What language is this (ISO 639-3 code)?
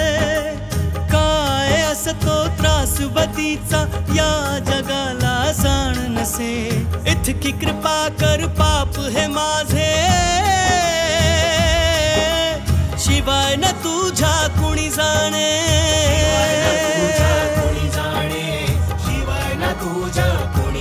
mar